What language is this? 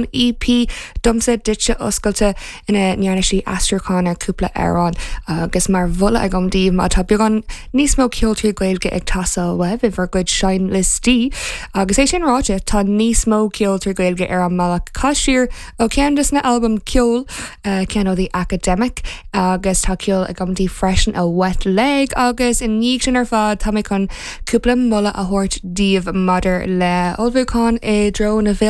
Irish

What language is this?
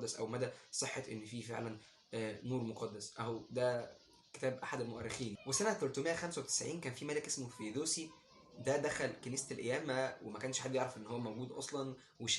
Egyptian Arabic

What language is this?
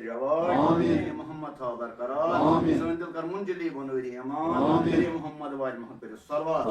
Kashmiri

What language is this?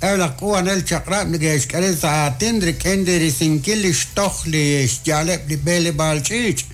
Kekchí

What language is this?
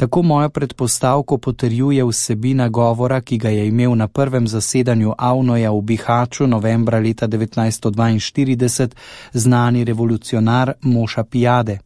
Slovenian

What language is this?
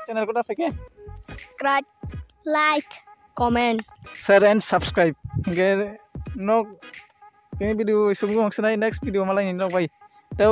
Kok Borok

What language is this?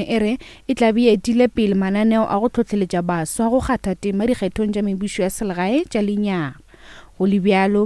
Northern Sotho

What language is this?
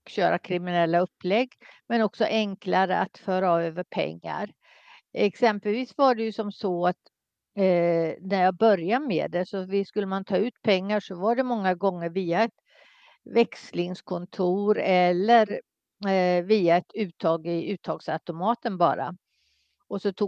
Swedish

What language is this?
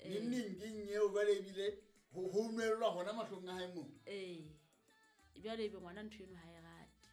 Southern Sotho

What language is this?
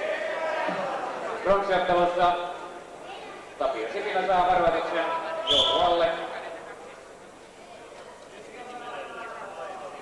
Finnish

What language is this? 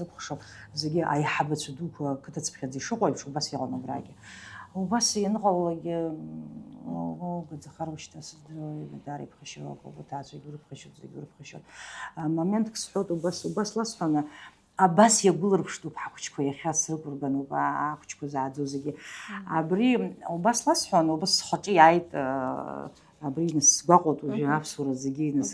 Abkhazian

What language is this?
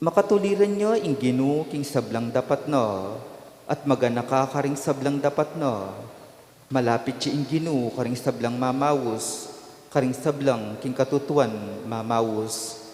Pampanga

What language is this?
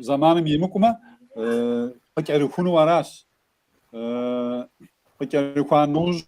Kabardian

